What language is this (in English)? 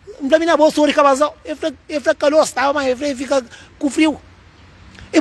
Kabuverdianu